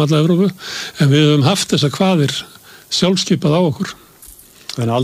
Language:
Icelandic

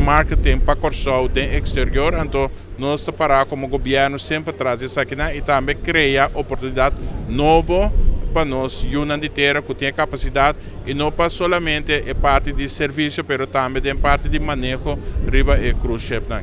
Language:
Papiamento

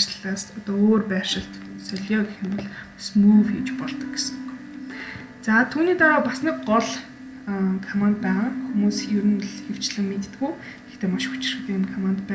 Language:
Mongolian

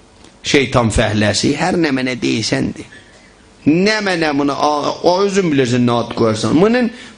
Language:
South Azerbaijani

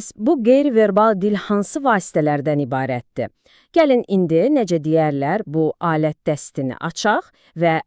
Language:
Azerbaijani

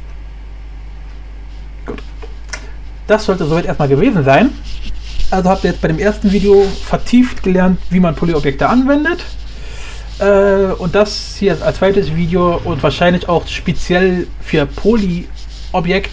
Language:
German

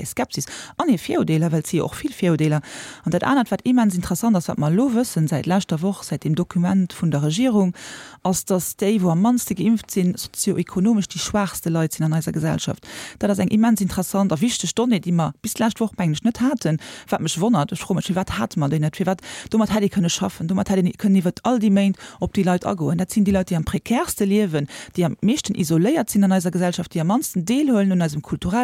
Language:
Luxembourgish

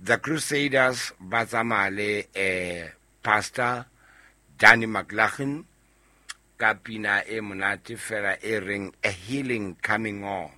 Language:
Southern Sotho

